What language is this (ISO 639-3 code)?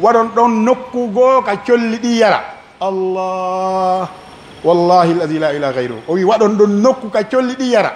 fuf